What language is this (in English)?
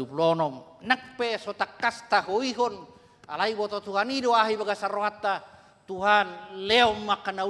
Batak Toba